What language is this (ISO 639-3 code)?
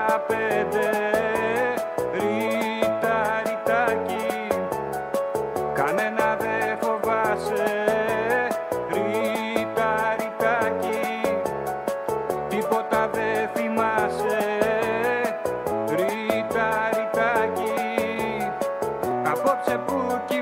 ell